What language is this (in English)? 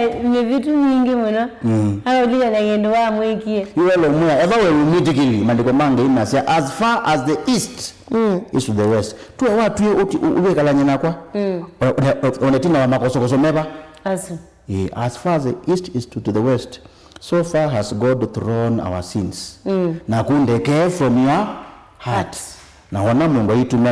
Kamba